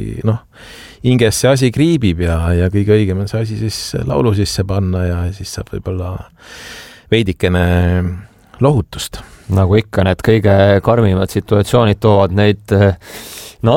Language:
Estonian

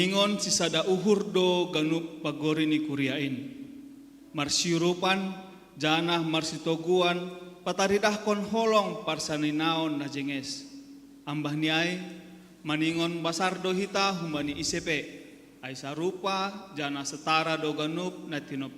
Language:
Batak Simalungun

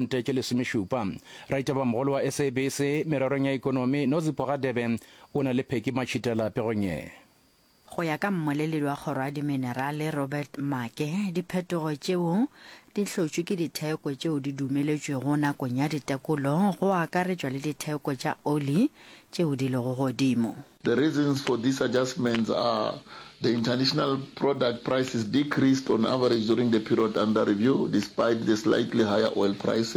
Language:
Northern Sotho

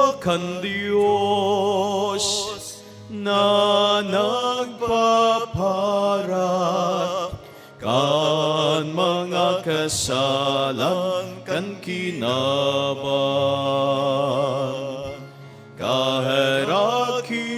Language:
Bikol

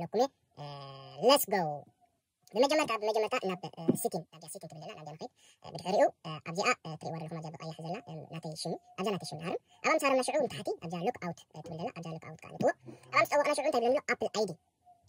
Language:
Tigrinya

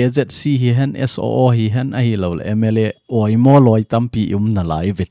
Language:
Thado Chin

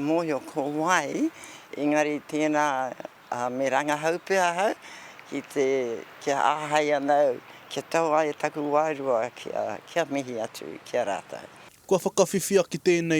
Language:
Māori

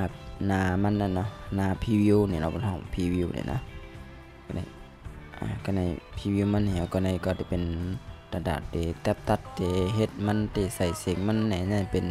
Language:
Shan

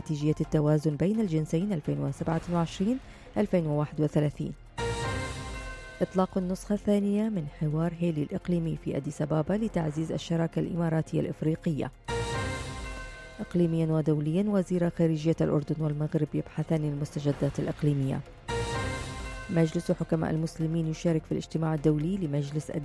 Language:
Arabic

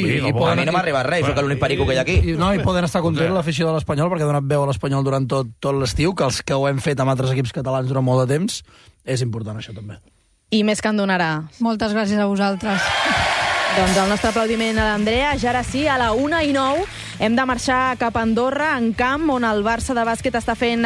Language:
Catalan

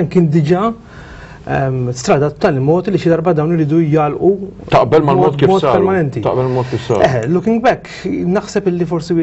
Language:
Maltese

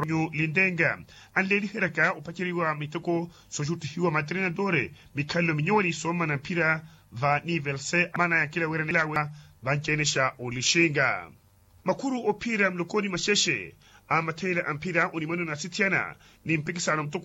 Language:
Makhuwa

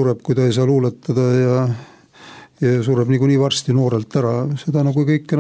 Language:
Estonian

